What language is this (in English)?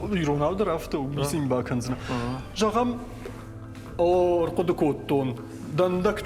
Ossetic